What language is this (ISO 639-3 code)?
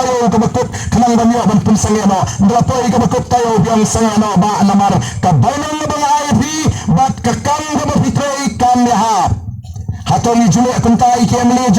kha